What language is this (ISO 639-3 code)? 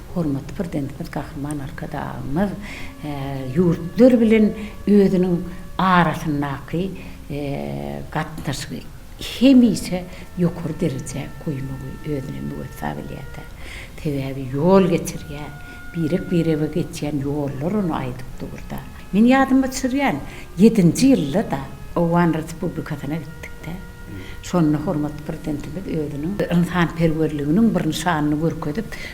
tuk